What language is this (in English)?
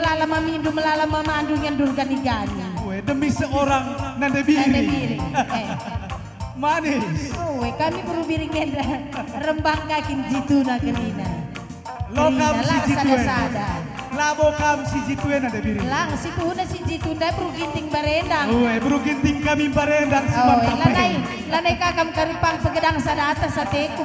Batak Karo